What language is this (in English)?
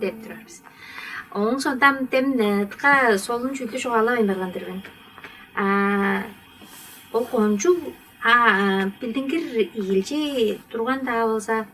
Tuvinian